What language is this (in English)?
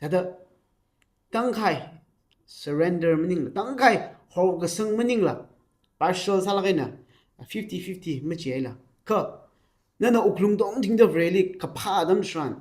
Tangkhul Naga (India)